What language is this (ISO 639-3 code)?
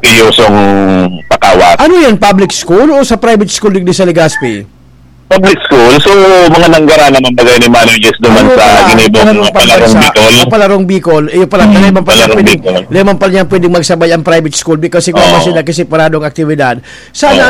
bik